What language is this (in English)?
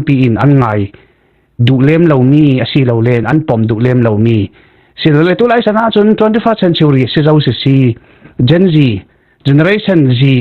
Falam Chin